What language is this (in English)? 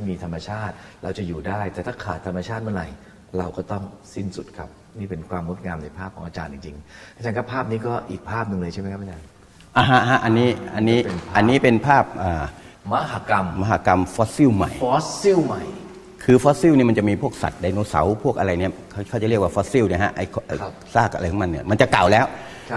Thai